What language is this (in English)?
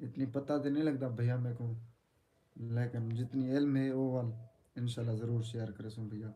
Saraiki